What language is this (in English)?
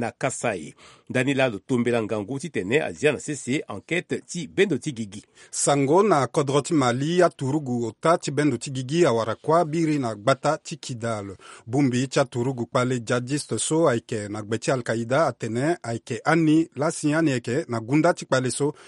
Sango